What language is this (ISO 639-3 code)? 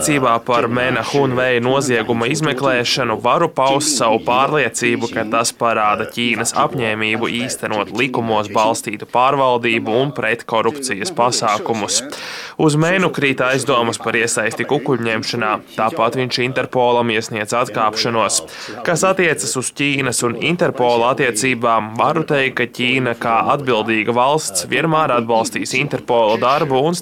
lav